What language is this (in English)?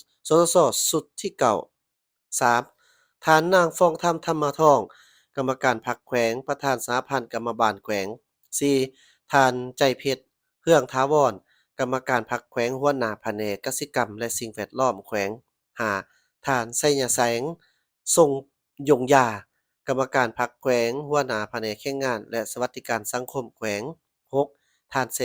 Lao